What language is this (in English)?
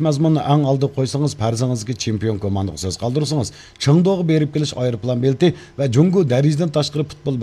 Uyghur